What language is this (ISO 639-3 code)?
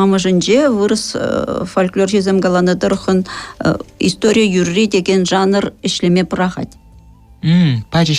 chv